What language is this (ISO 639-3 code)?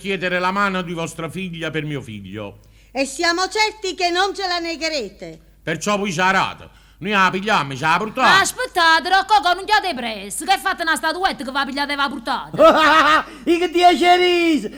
nap